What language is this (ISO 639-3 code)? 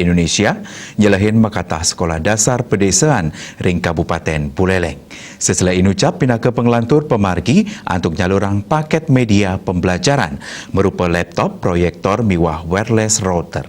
ban